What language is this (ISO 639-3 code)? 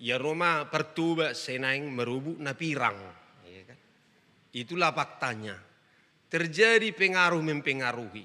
bbc